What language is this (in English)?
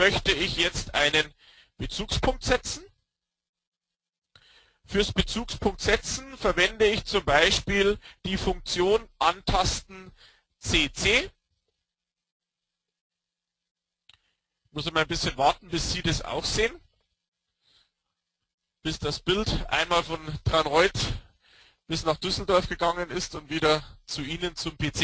German